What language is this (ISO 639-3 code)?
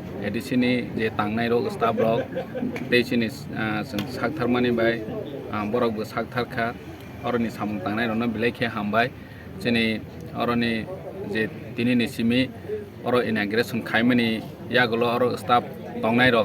trp